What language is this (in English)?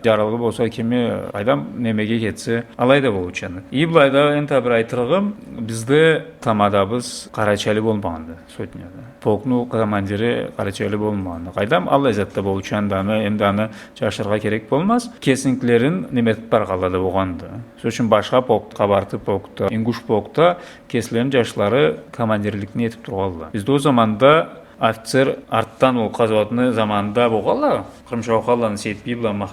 Karachay-Balkar